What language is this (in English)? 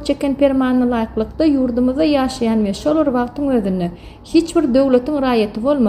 Turkmen